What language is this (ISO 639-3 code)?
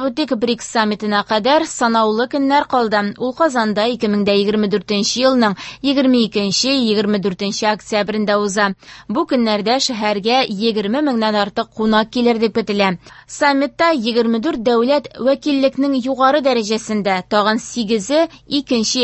tat